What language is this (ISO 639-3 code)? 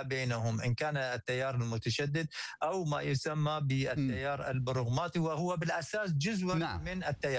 ara